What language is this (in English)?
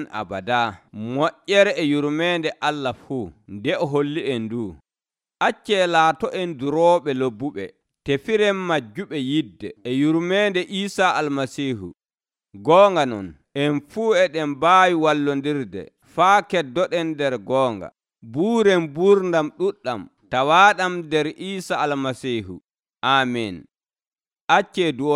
Nigerian Fulfulde